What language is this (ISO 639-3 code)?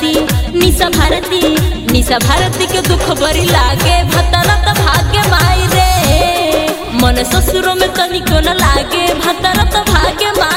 bho